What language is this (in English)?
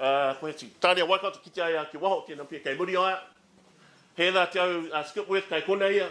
Māori